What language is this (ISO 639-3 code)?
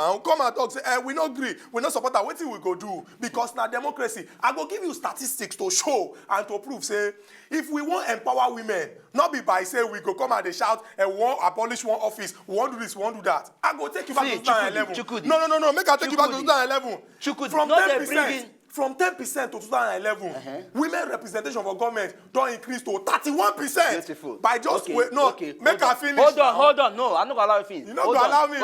pcm